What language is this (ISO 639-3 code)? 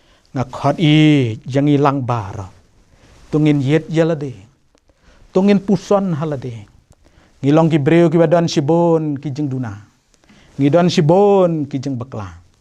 kha